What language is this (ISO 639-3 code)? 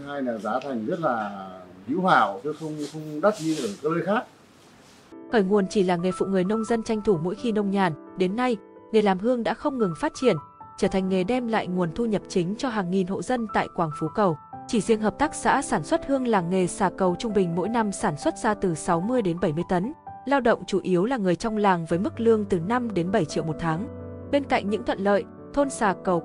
vie